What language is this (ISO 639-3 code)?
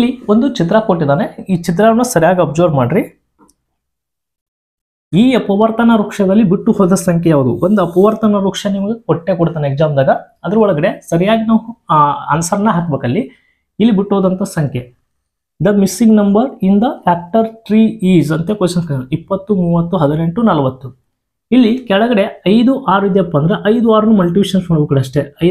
kan